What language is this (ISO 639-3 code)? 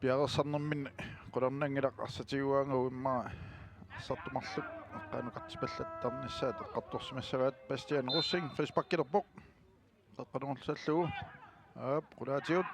kal